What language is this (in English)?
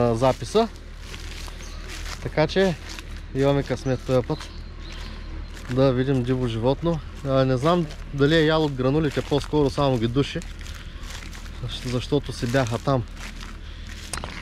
Bulgarian